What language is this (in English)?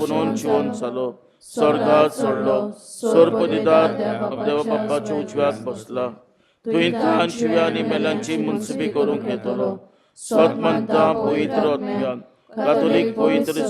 Konkani